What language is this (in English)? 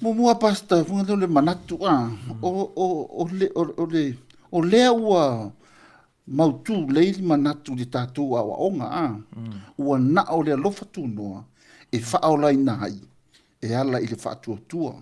Samoan